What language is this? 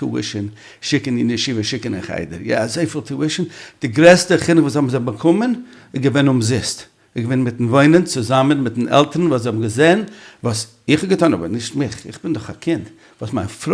Yiddish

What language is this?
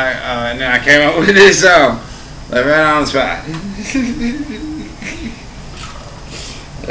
English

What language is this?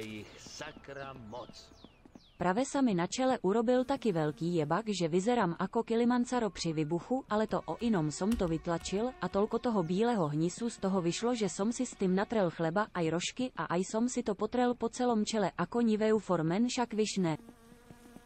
Slovak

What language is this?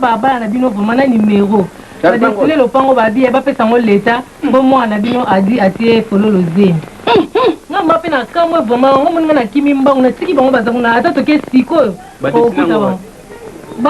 Lingala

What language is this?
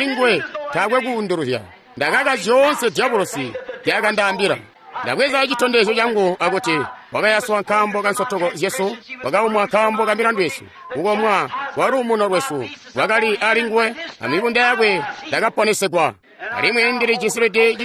Tonga (Zambia)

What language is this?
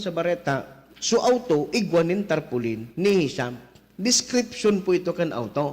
Bikol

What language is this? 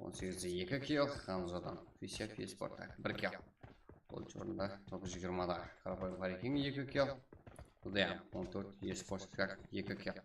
Kara-Kalpak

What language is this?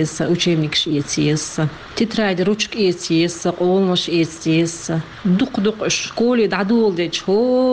Chechen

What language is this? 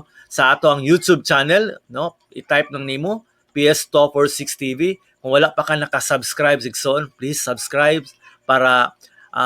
Cebuano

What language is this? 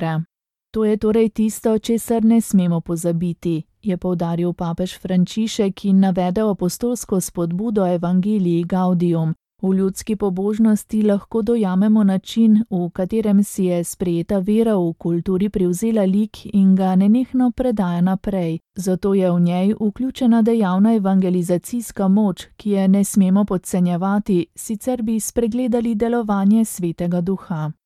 Slovenian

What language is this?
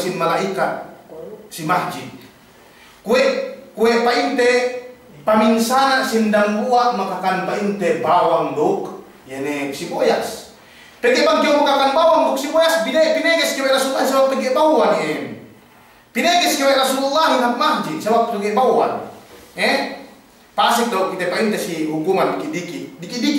Yakan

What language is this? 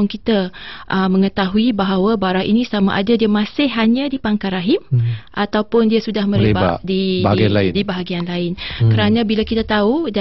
Malay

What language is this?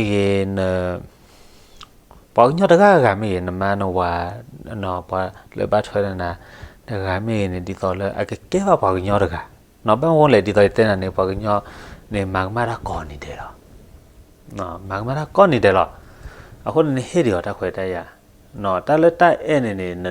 S'gaw Karen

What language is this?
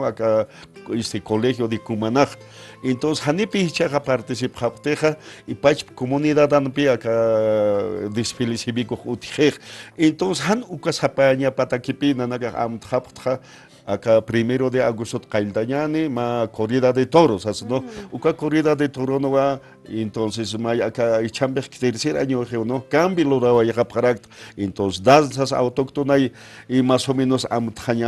Aymara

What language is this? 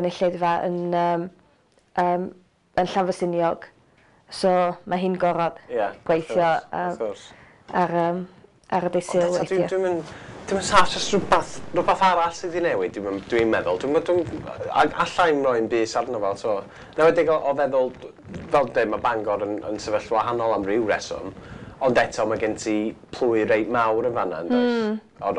Welsh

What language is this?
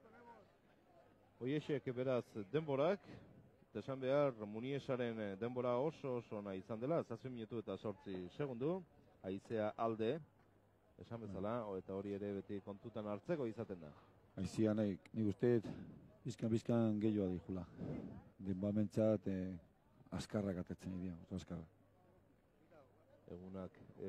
Basque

